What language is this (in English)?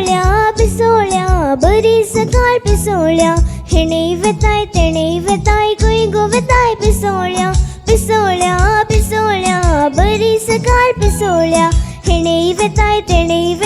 Konkani